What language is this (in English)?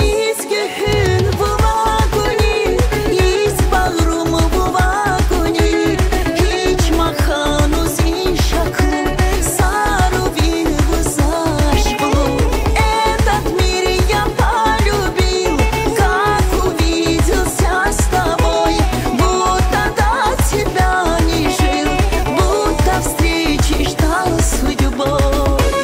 Tabassaran